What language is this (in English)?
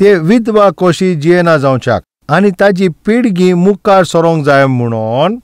Konkani